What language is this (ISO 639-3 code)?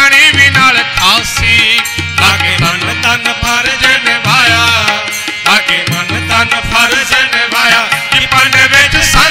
pan